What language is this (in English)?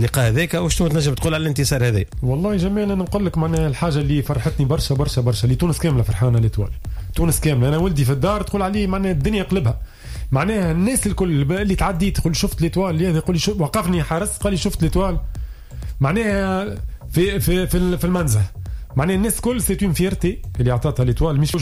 Tunisian Arabic